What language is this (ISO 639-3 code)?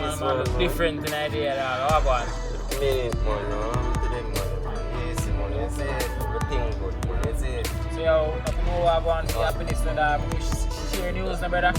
jam